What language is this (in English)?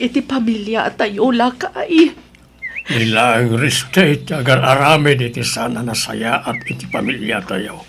Iloko